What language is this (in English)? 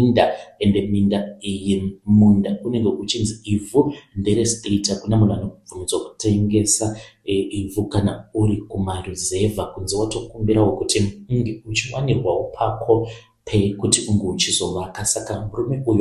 Shona